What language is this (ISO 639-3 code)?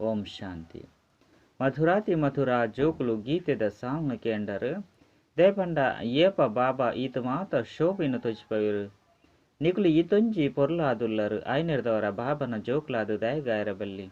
tcy